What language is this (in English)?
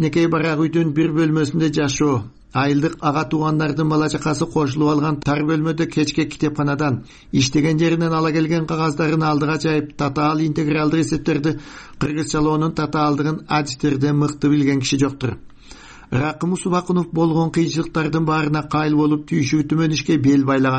Kyrgyz